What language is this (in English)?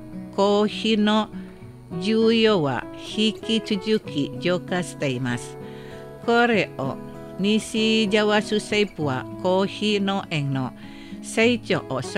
Japanese